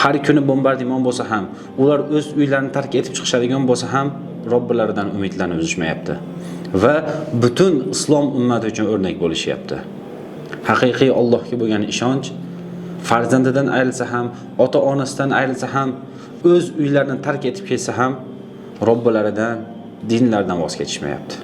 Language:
Uzbek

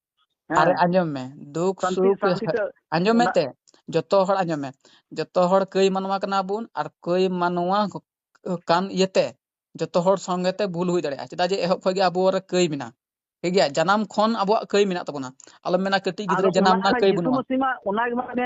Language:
Santali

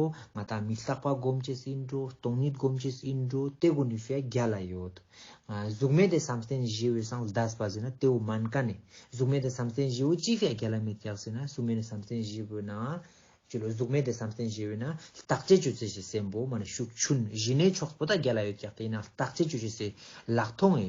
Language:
Ladakhi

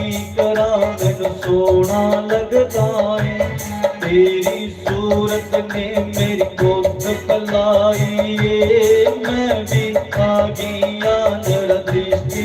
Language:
Dogri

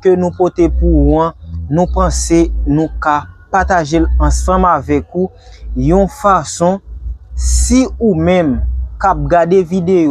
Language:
Haitian Creole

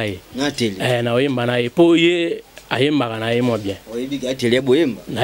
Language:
Lingala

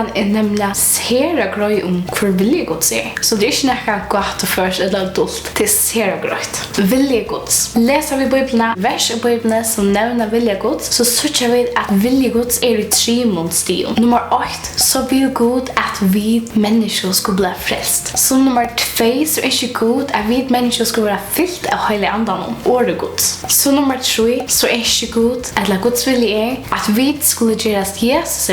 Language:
Faroese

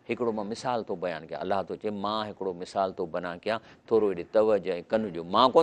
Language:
Sindhi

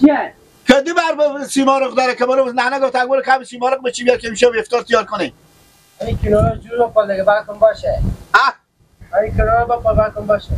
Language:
Persian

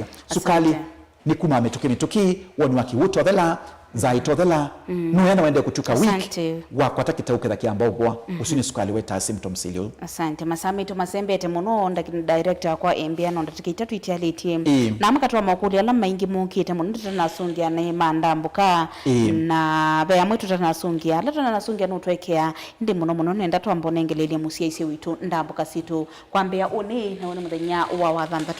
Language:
Kamba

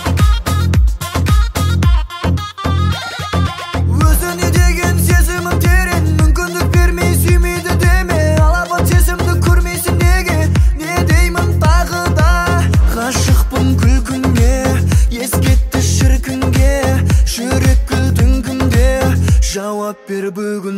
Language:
Kazakh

